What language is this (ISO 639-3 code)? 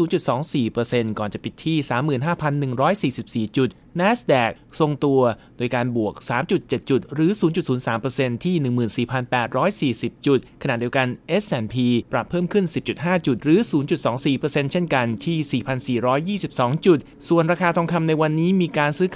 tha